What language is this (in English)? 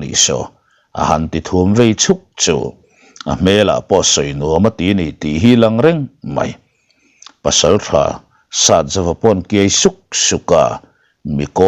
Mizo